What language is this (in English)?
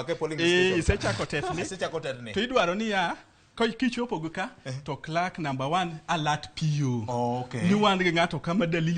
Luo (Kenya and Tanzania)